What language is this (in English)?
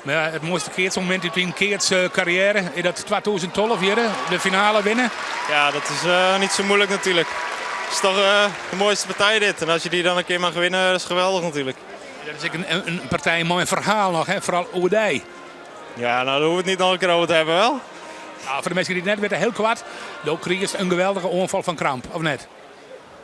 Western Frisian